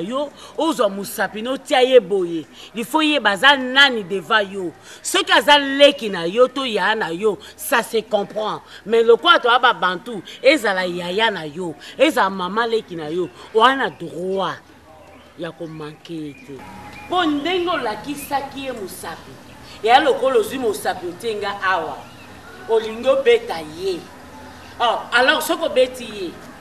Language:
Lingala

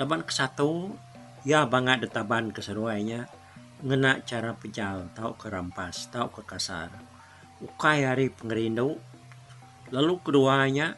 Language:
Iban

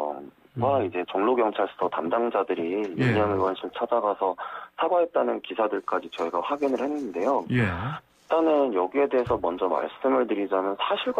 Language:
Korean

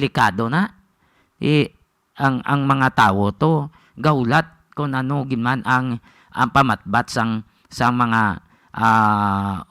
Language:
Hiligaynon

